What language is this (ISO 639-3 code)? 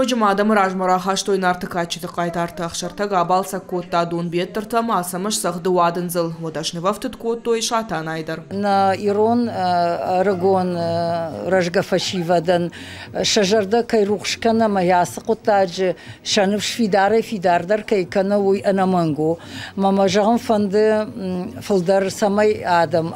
oss